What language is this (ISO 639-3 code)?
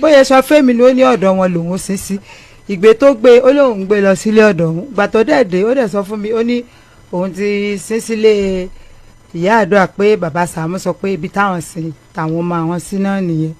yor